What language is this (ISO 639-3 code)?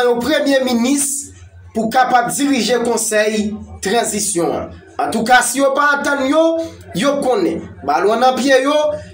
hat